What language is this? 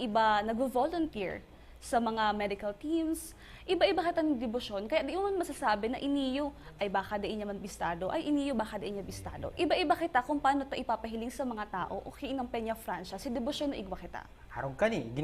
Bikol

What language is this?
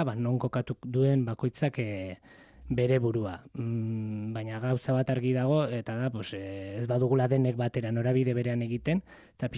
Basque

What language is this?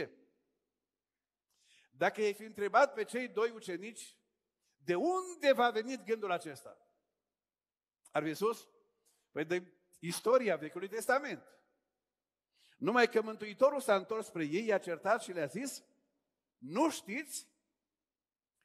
Romanian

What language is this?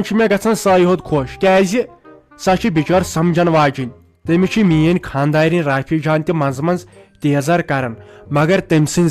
Kashmiri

